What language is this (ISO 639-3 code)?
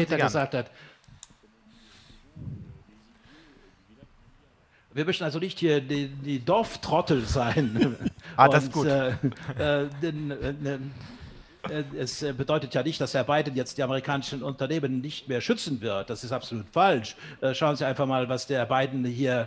deu